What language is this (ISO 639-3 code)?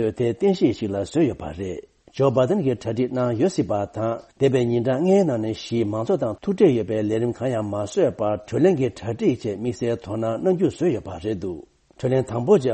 bod